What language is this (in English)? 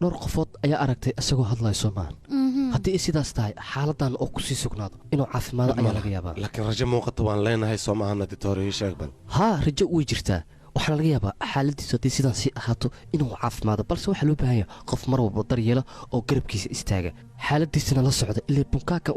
Somali